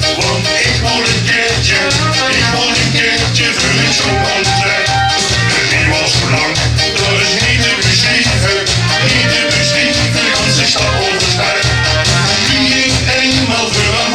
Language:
Limburgish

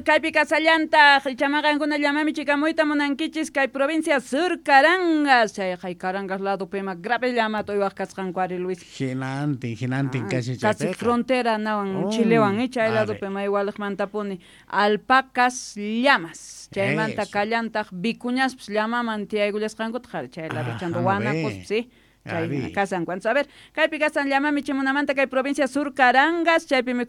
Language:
South Bolivian Quechua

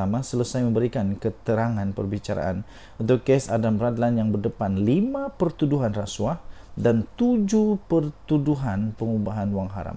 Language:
Malay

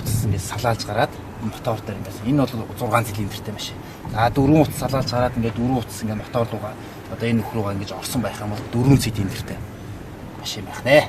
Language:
Mongolian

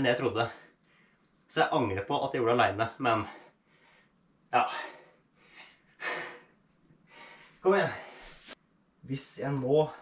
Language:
Norwegian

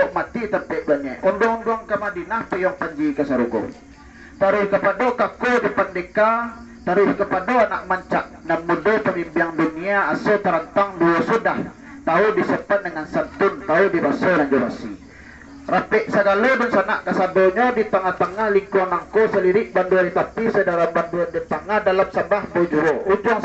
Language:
Minangkabau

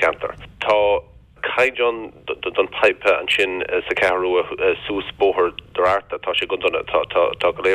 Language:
Irish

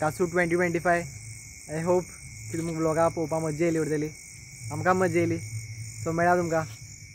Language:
Konkani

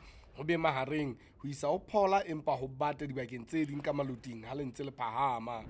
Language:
Southern Sotho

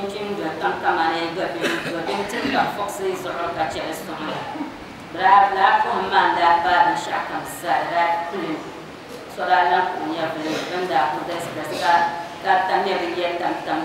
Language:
Dagbani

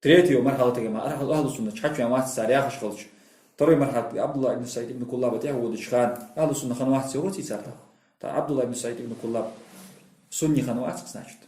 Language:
Ingush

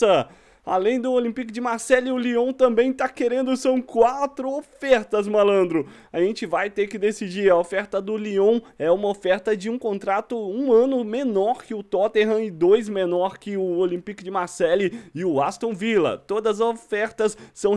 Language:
Portuguese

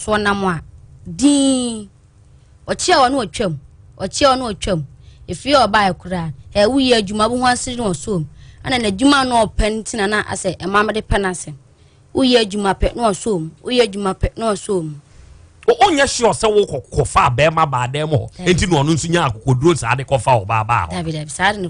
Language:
Akan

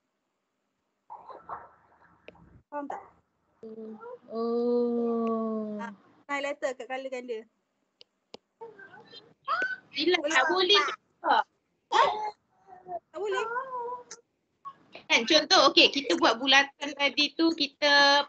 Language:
Malay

